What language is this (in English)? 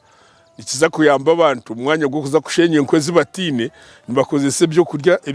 Nyankole